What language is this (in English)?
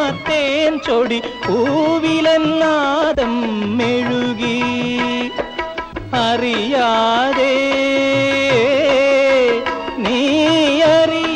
Malayalam